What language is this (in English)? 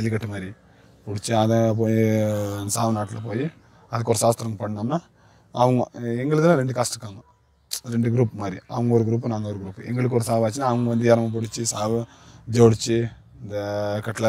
Tamil